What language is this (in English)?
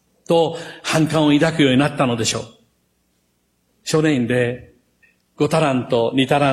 Japanese